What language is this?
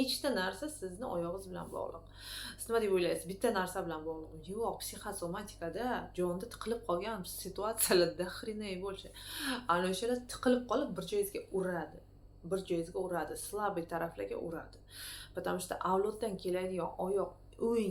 Uzbek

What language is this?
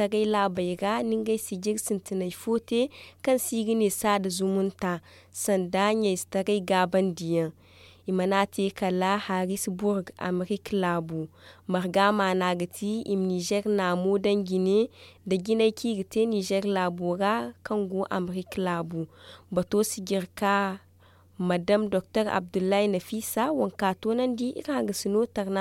Zarma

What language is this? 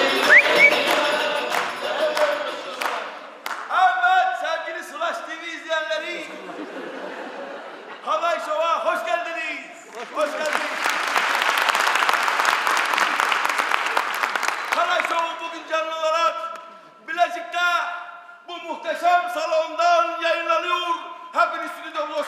Turkish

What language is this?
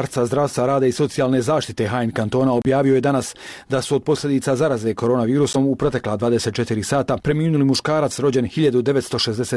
Bosnian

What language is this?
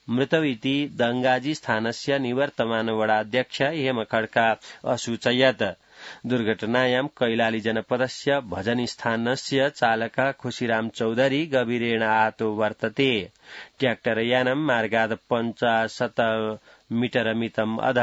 Sanskrit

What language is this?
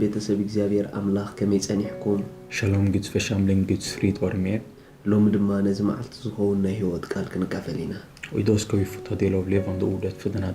Tigrinya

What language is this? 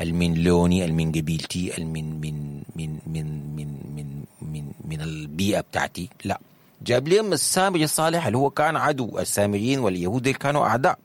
Sudanese Arabic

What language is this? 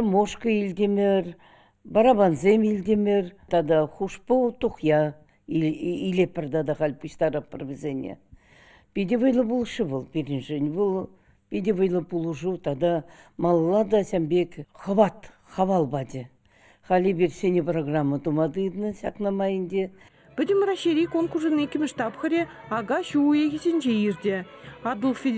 Chuvash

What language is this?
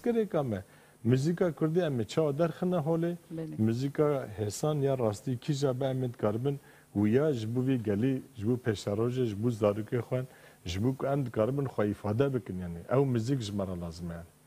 Kurdish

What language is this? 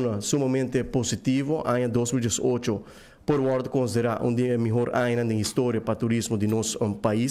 Papiamento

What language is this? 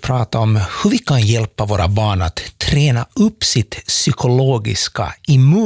Swedish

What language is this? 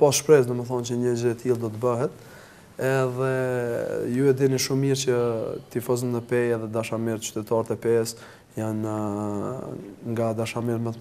Albanian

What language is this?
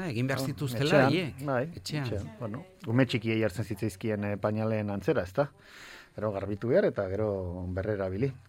Basque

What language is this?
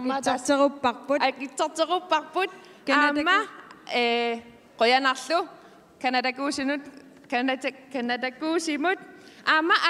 Kalaallisut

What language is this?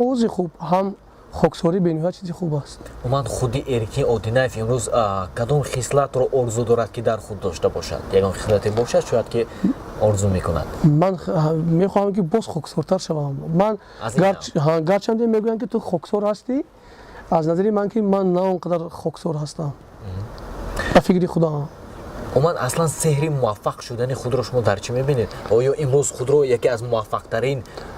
Tajik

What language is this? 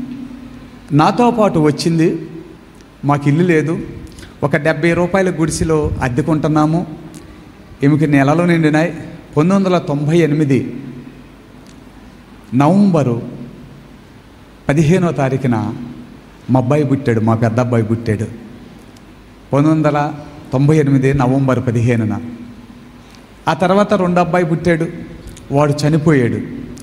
Telugu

